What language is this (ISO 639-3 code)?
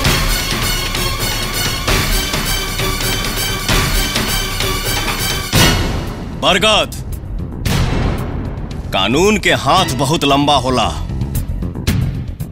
bho